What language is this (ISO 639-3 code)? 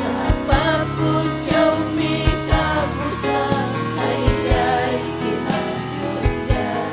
quy